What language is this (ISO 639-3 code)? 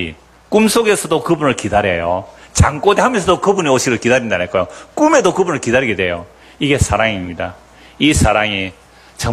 kor